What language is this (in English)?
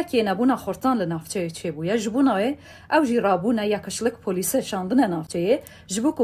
Kurdish